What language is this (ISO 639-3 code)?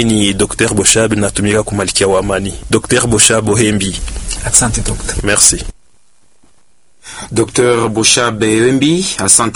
swa